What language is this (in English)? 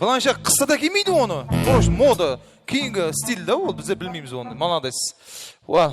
Kara-Kalpak